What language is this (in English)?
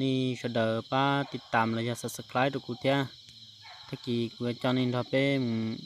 Hmong